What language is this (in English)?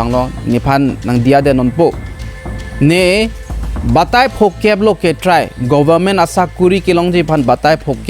Karbi